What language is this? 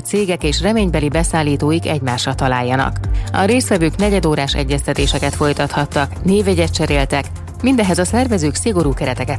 Hungarian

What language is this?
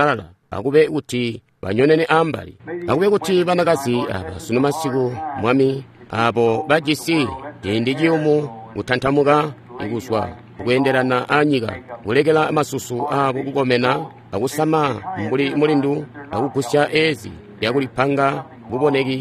Tonga (Zambia)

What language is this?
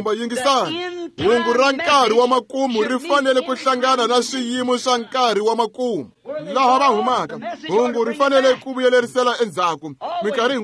Tsonga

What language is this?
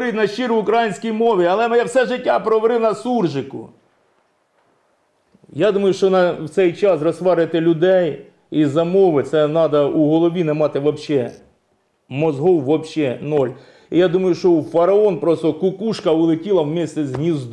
Ukrainian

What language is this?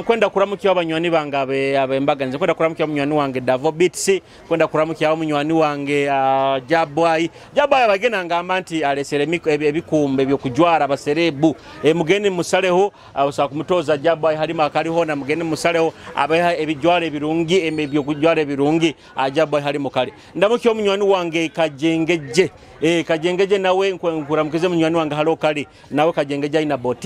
Nyoro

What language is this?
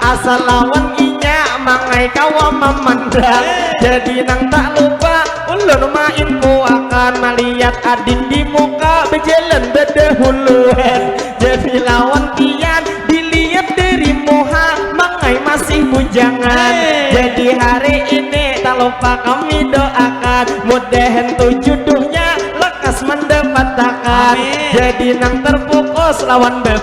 Banjar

